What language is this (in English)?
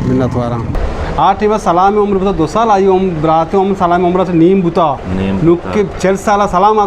Baluchi